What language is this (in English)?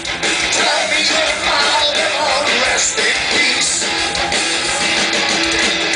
English